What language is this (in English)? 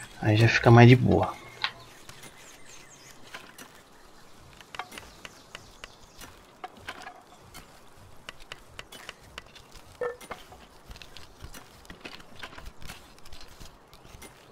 Portuguese